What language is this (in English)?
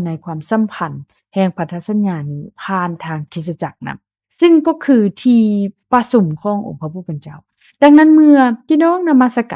Lao